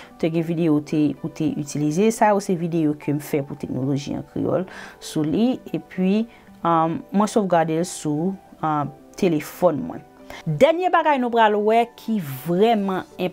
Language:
Haitian Creole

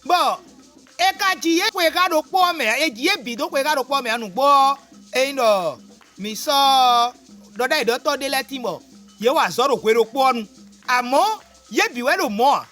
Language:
Fon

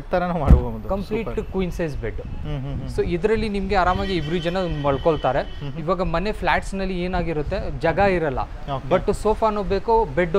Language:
Kannada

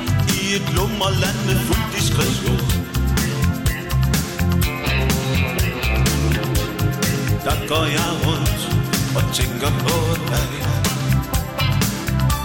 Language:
Danish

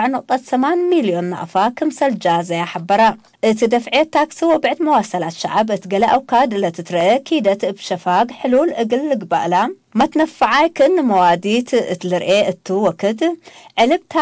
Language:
Tigre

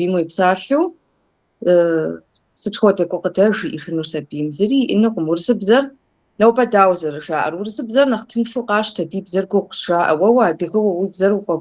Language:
Kabardian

